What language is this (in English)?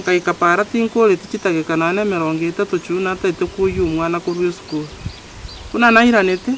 Gusii